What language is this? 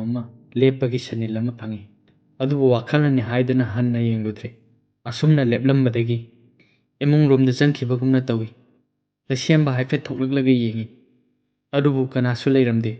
Manipuri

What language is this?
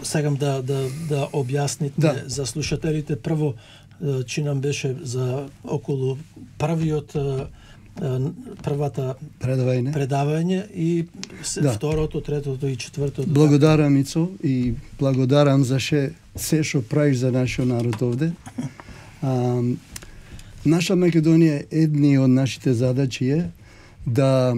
Macedonian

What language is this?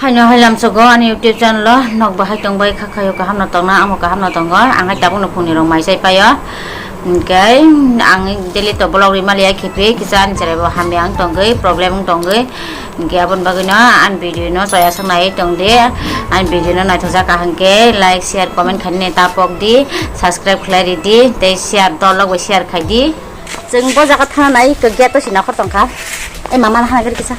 Kok Borok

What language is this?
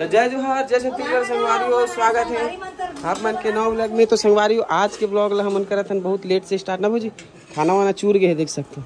Chhattisgarhi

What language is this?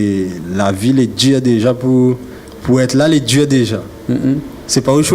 Réunion Creole French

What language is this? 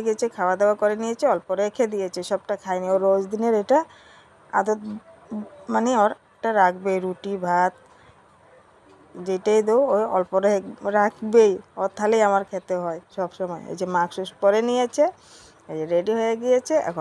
Bangla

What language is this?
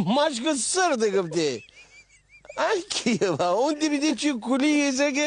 Gilaki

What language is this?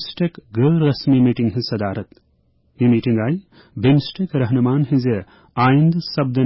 Kashmiri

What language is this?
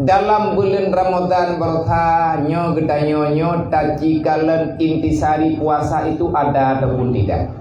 Achinese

